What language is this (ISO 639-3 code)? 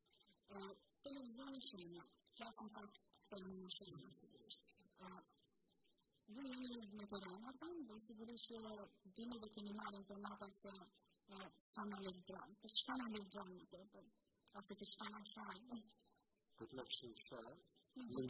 ron